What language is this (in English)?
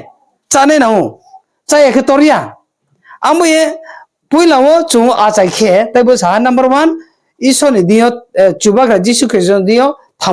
Riang (India)